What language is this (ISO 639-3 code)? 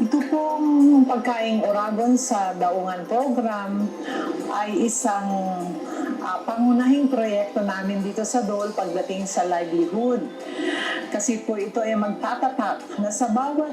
bik